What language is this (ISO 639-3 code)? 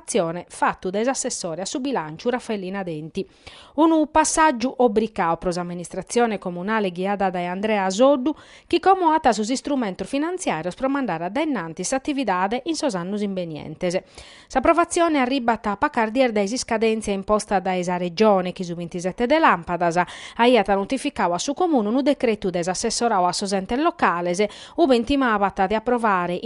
srd